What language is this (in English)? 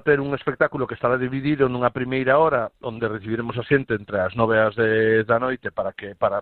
Galician